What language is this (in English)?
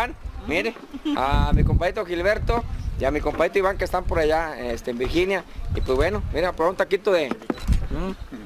Spanish